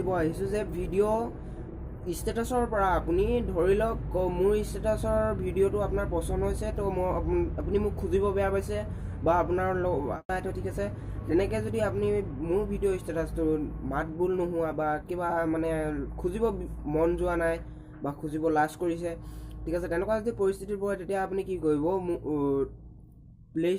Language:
Assamese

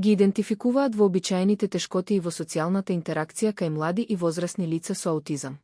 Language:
Macedonian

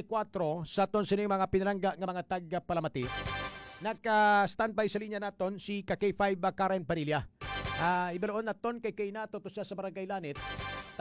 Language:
Hiligaynon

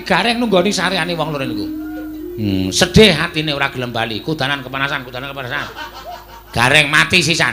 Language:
Javanese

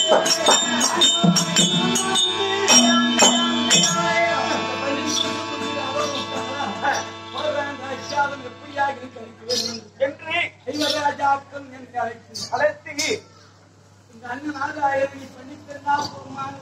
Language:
Tamil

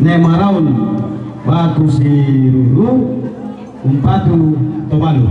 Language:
Toraja-Sa'dan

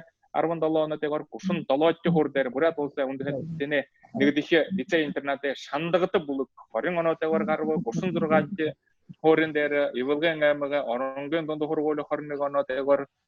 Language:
Buriat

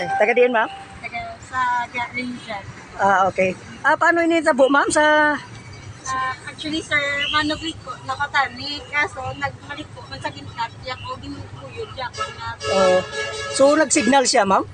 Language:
Hiligaynon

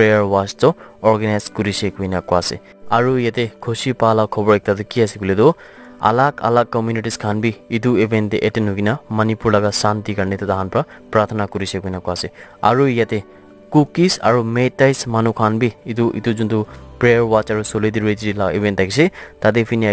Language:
Naga Pidgin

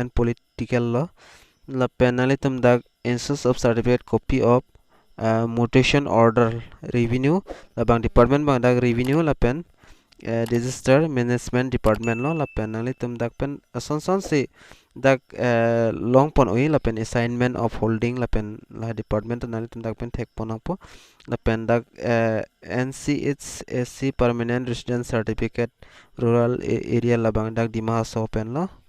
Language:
Karbi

